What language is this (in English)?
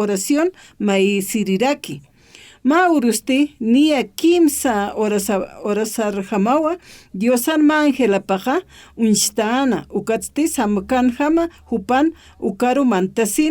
Aymara